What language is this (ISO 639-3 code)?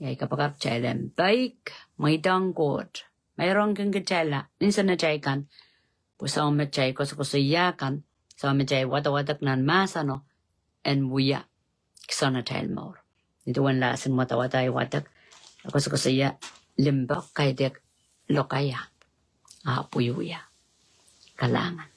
pon